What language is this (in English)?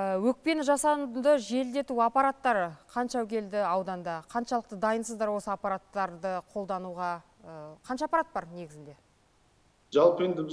Kazakh